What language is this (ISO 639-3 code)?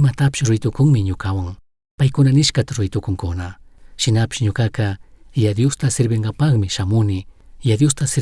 qug